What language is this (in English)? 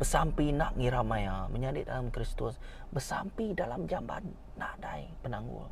Iban